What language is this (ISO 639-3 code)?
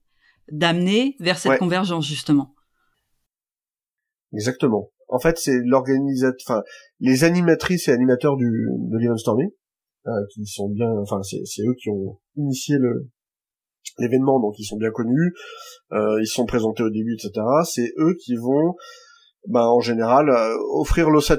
fra